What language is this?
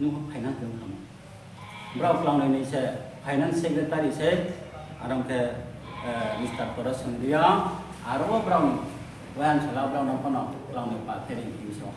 Riang (India)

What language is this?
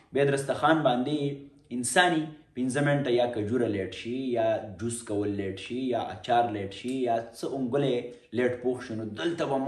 Pashto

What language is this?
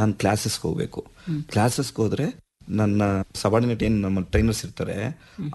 Kannada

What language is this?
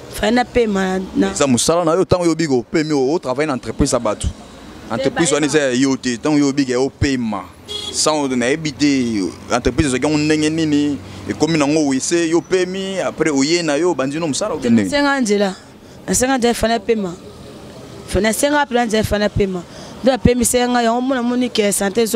Lingala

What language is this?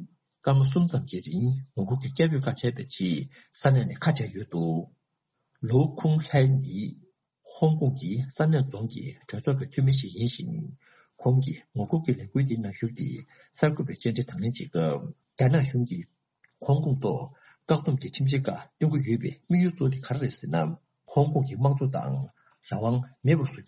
Tibetan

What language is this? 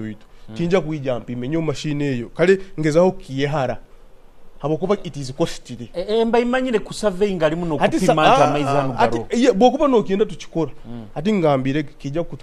Nyoro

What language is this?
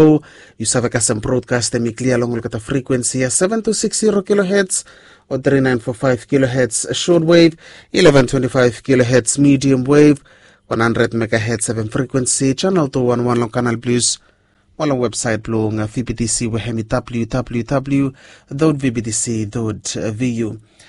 Bislama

